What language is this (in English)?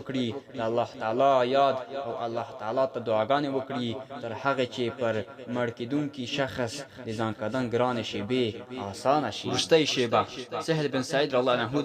Pashto